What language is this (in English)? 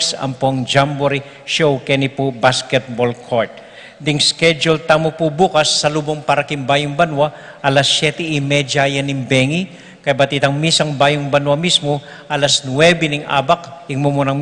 Pampanga